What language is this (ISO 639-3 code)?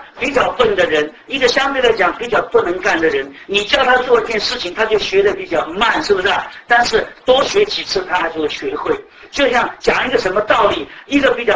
zho